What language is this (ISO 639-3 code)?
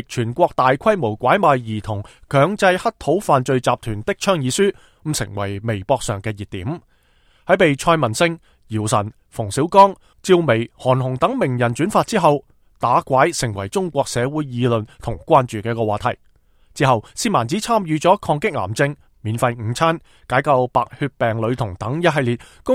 yue